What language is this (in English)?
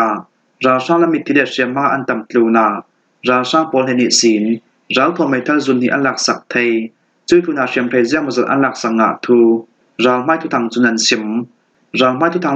Falam Chin